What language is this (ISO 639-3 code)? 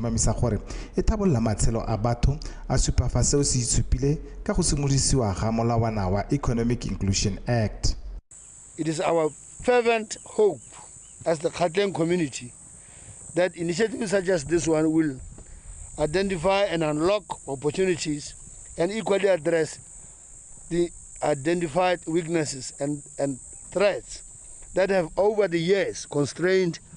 tsn